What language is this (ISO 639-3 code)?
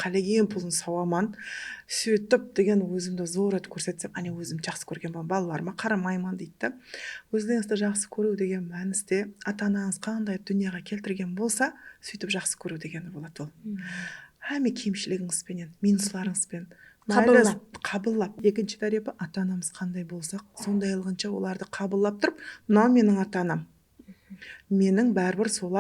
kaa